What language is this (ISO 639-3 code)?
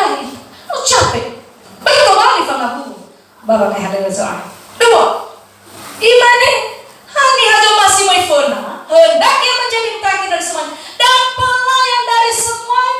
nia